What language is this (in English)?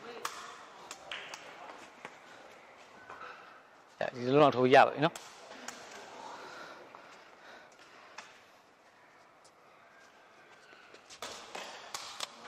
Burmese